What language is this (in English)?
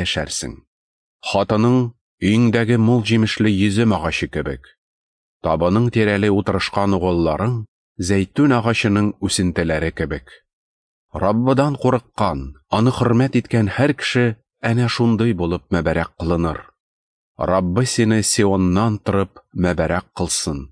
Tatar